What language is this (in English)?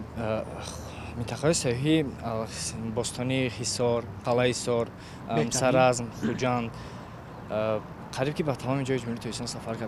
Tajik